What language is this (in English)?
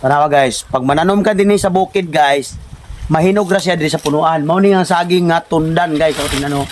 Cebuano